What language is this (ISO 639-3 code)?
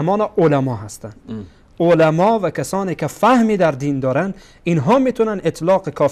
fas